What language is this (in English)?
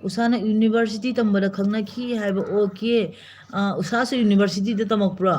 Manipuri